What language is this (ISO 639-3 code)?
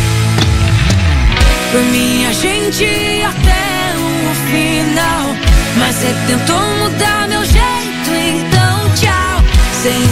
por